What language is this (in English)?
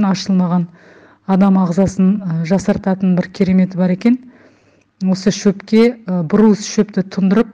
Kazakh